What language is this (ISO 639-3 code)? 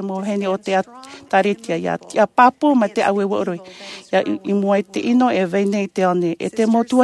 tah